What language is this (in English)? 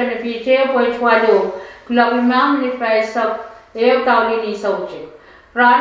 Pohnpeian